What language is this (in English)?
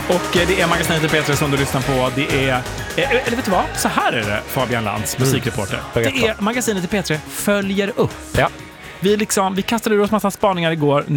Swedish